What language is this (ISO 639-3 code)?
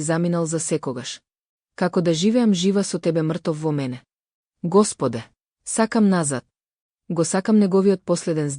mkd